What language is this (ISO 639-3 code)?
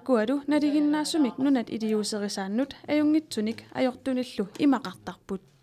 kal